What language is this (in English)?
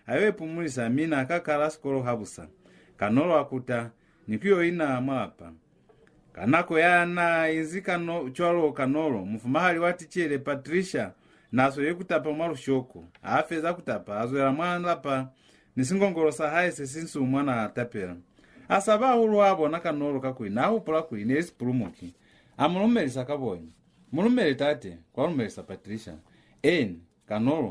Lozi